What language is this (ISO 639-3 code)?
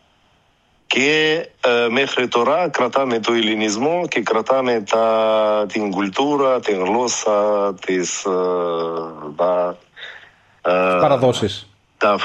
ell